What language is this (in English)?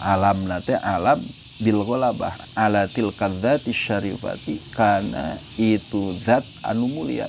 Sundanese